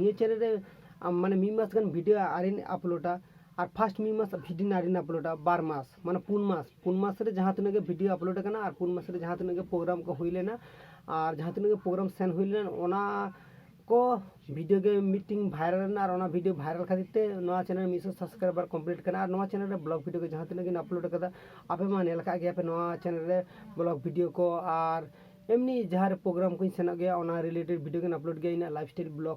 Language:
Santali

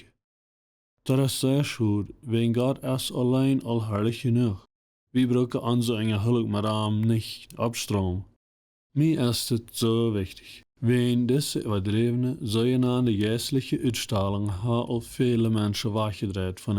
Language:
Plautdietsch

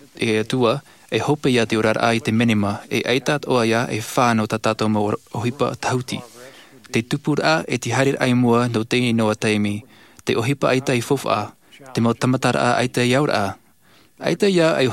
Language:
Tahitian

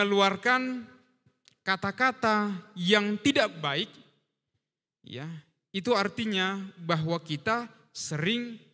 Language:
Indonesian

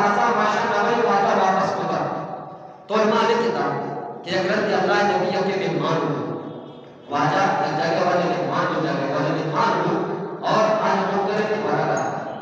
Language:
Eastern Balochi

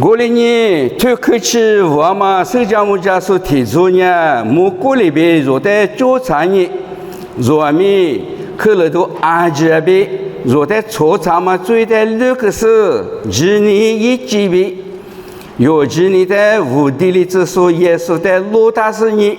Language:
Lisu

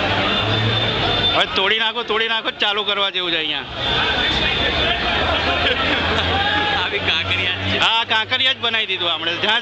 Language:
Gujarati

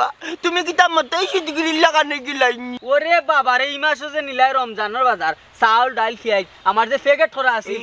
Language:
Sylheti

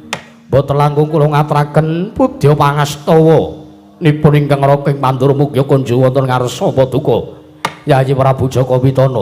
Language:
Javanese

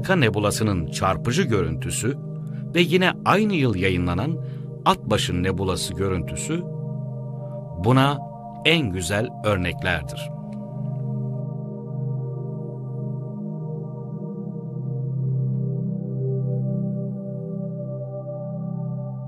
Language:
Turkish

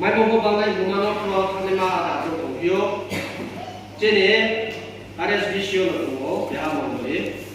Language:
Riang (India)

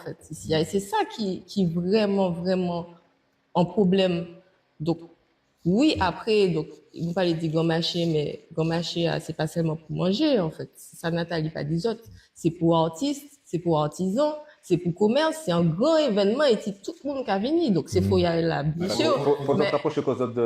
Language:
Guadeloupean Creole French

